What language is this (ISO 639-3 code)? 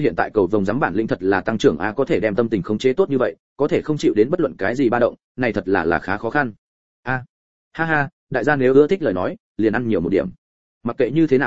vie